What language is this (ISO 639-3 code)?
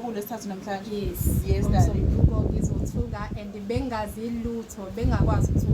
zul